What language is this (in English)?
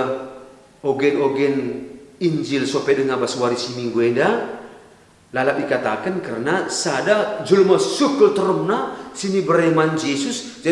Batak Karo